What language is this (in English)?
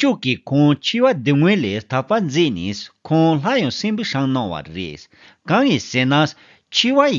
Tibetan